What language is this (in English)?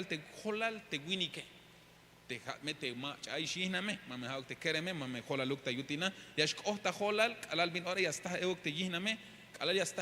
Tzeltal